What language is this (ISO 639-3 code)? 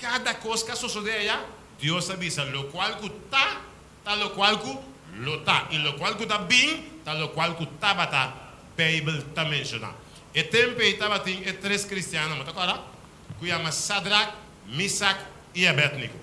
pap